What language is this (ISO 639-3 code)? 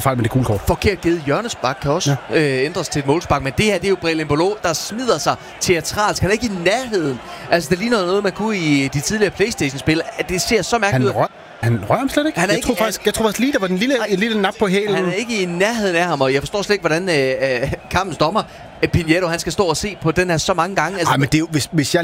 dan